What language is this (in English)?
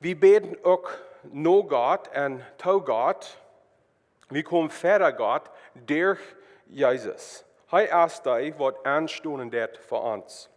Plautdietsch